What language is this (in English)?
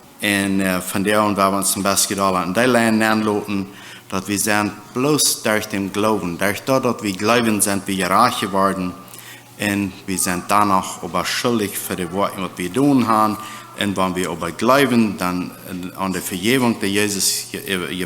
Plautdietsch